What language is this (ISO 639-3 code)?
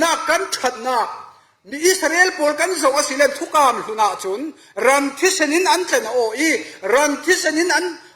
cfm